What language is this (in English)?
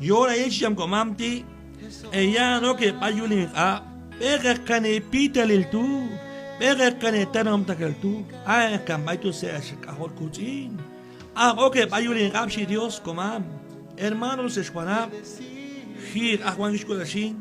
Q'anjob'al